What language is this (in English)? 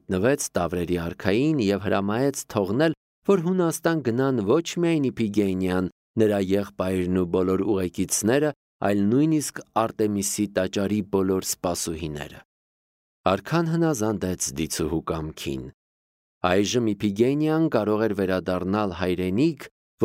Armenian